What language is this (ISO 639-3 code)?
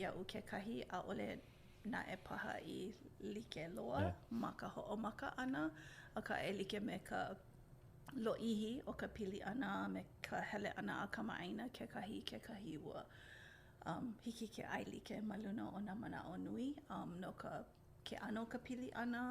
haw